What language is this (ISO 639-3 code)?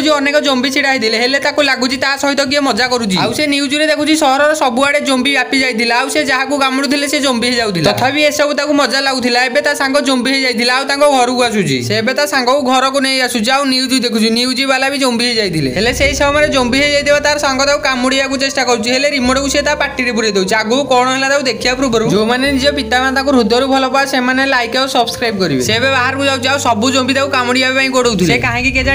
ori